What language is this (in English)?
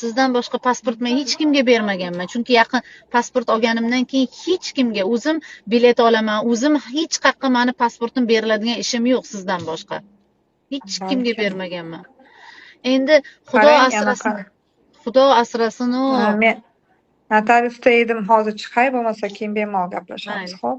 Uzbek